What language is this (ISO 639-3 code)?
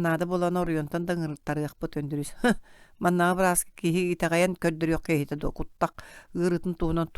sah